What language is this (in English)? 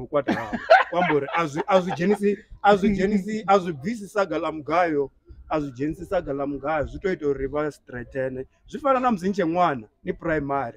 Venda